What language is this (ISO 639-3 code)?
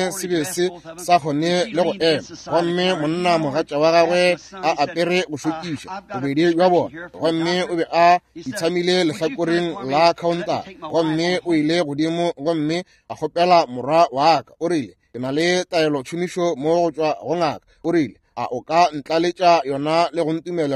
nso